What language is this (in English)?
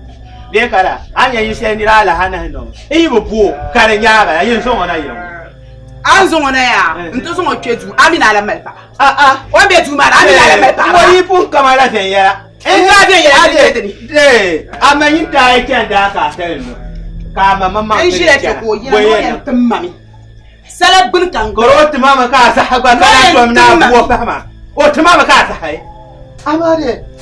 Dagbani